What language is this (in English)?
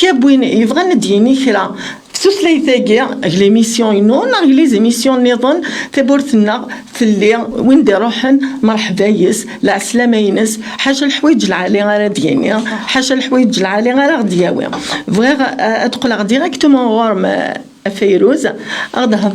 Kabyle